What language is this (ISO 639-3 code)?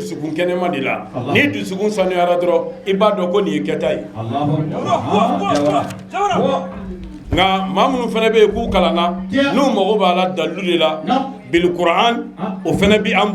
bam